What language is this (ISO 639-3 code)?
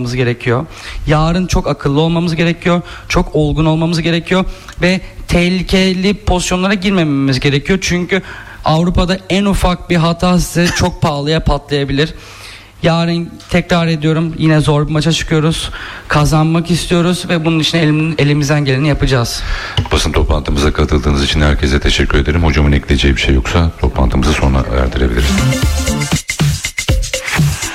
tur